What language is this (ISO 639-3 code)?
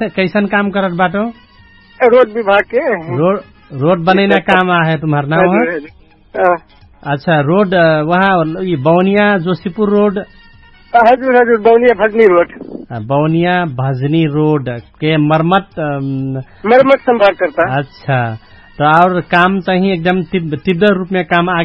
bho